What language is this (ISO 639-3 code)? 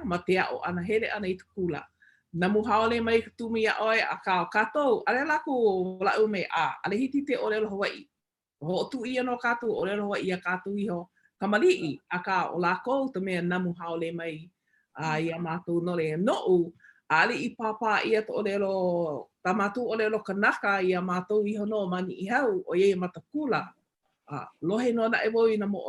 haw